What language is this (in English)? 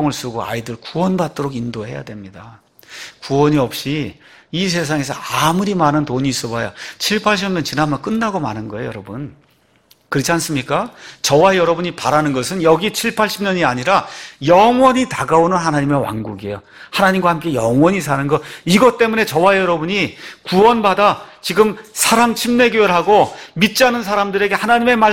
Korean